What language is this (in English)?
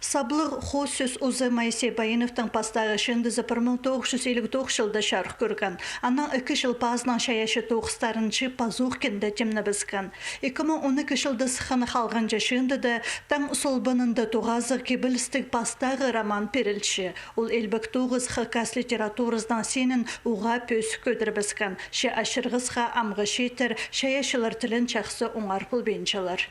Khakas